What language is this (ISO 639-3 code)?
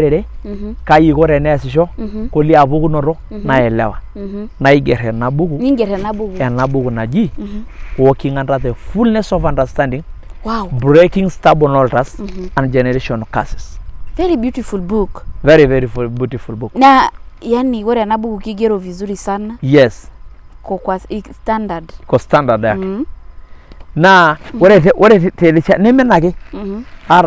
mas